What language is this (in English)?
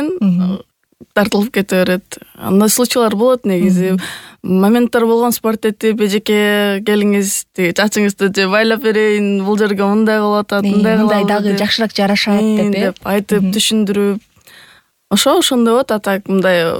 Kyrgyz